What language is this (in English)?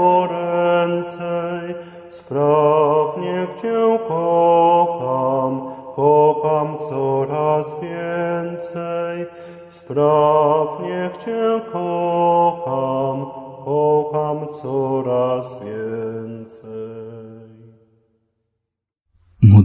Polish